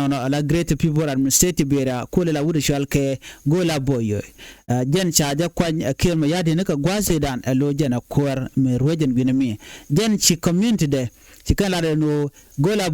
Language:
Nuer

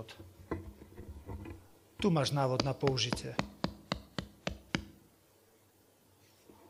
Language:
Slovak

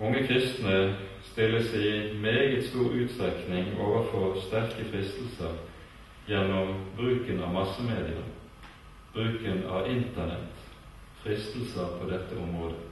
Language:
Norwegian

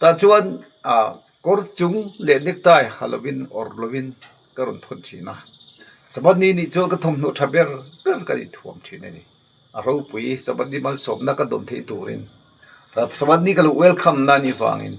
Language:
Mizo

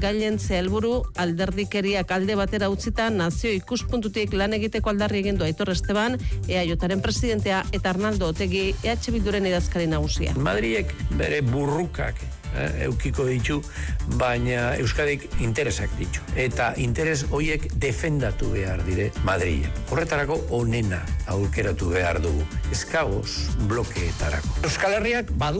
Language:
Basque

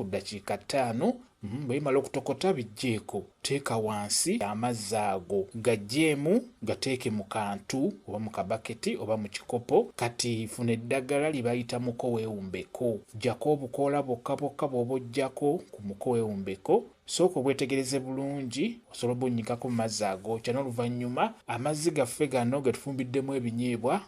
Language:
Ganda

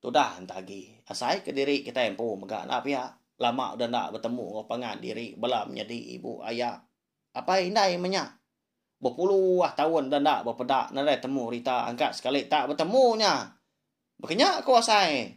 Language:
Iban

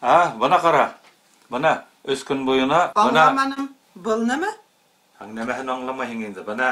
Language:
Bashkir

